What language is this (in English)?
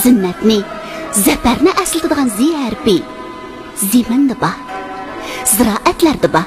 Uyghur